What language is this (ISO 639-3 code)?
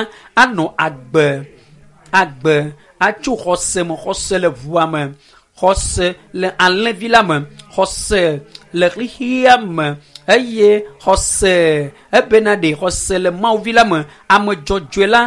ewe